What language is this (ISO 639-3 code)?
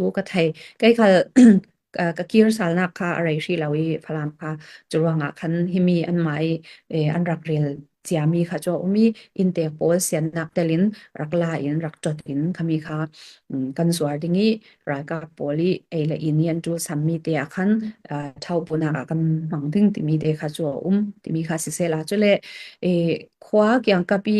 cfm